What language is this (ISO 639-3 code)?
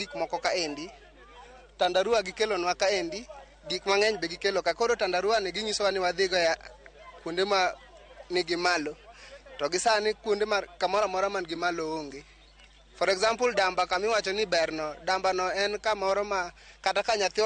luo